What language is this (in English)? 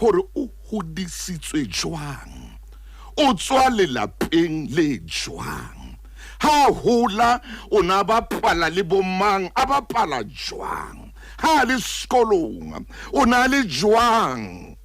Southern Sotho